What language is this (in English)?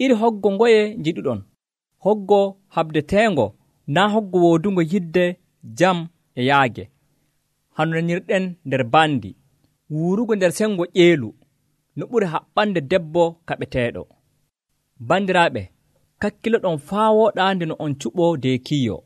Nigerian Fulfulde